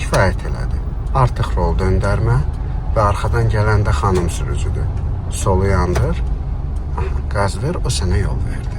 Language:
Azerbaijani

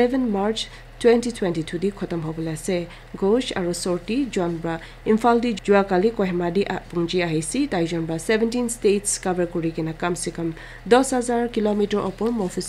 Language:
Naga Pidgin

